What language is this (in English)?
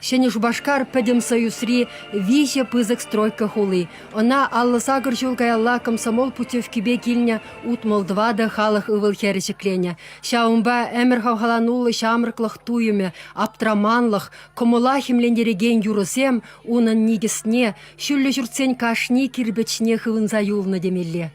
Chuvash